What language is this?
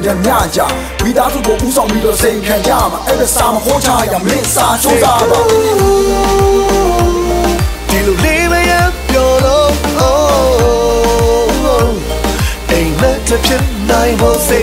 Burmese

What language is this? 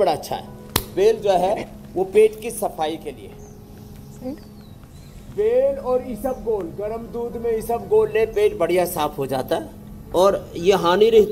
Hindi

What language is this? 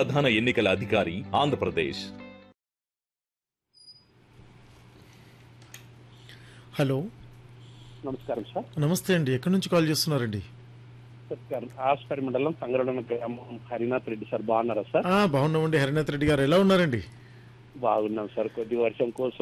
Telugu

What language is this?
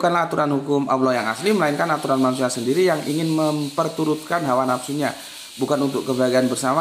Indonesian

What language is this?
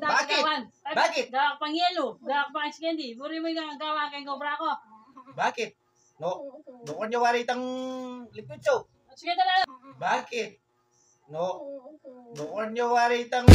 Pampanga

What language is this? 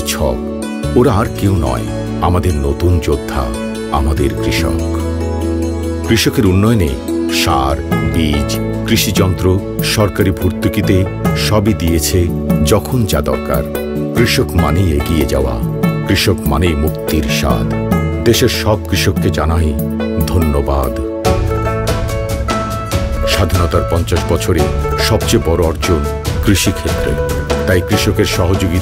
Bangla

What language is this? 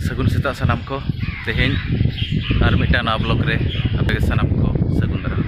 Santali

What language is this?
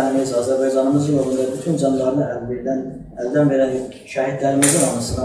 South Azerbaijani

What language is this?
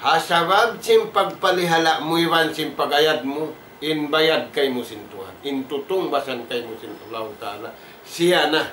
Tausug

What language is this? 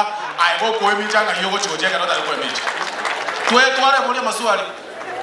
Gusii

